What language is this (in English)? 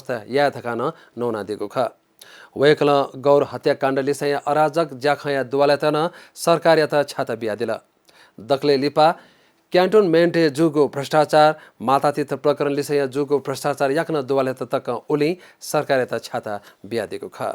Newari